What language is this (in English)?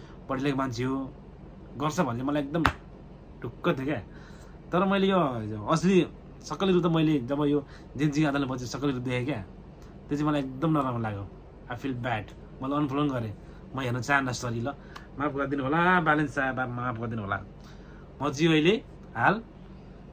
Nepali